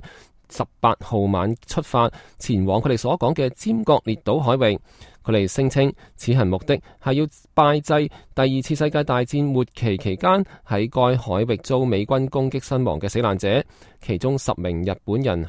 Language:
Cantonese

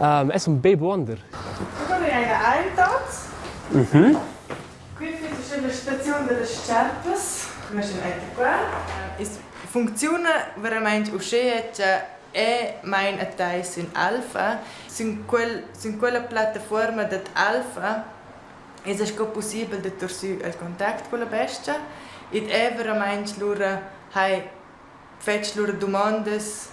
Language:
Romansh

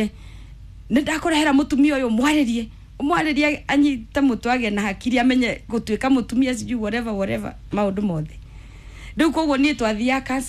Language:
Kikuyu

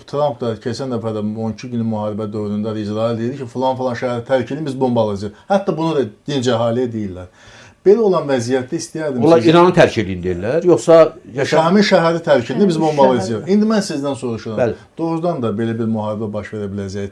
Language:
Azerbaijani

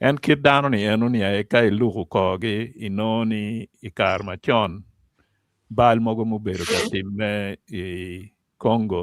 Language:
Acoli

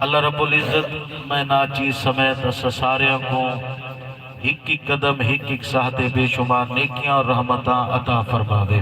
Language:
Saraiki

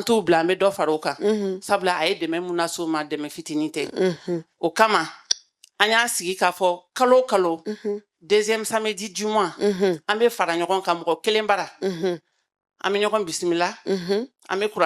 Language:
Bambara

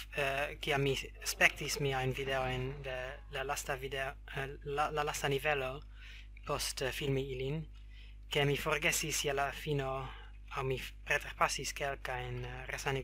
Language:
Esperanto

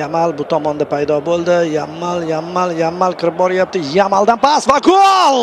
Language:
Uzbek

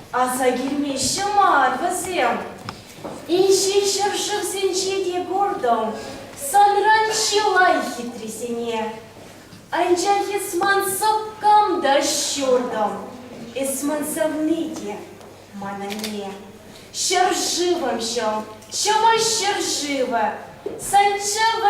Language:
Chuvash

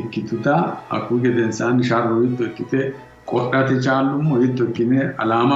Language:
Sidamo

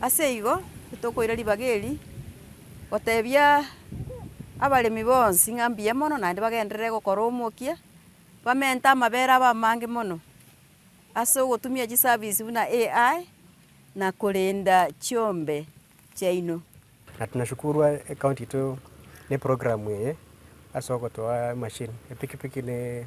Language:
Gusii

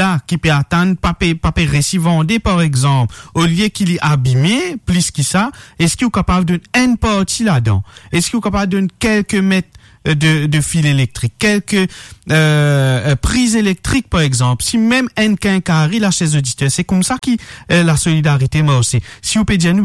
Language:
Morisyen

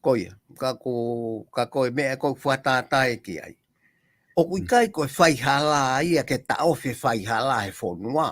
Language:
Tongan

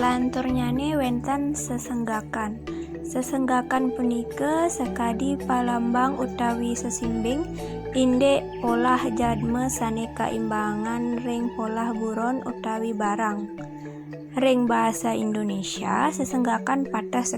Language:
Balinese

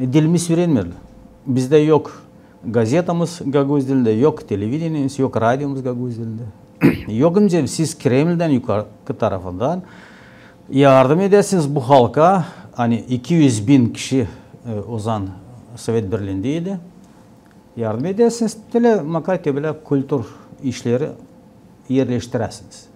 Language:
Gagauz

